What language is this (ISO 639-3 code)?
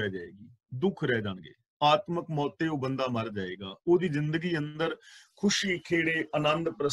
pan